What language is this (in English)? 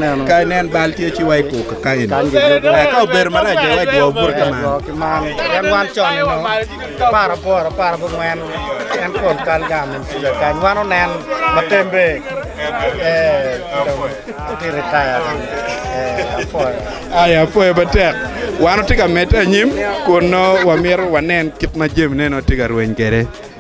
Acoli